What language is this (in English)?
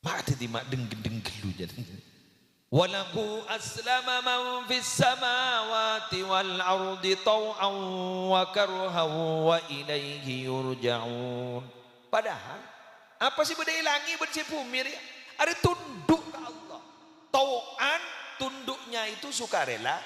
Madurese